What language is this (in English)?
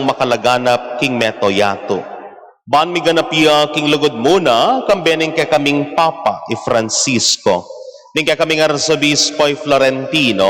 Pampanga